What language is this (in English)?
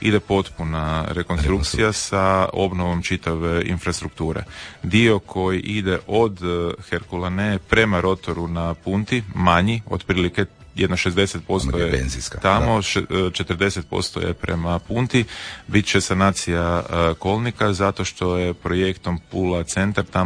Croatian